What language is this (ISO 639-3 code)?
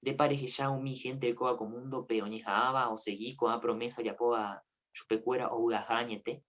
grn